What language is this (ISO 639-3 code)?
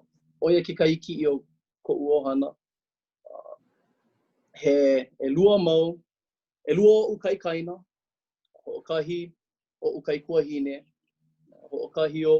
haw